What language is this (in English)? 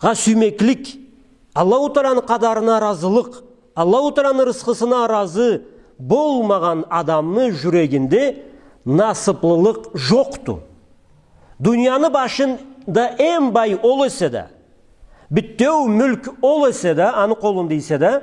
Karachay-Balkar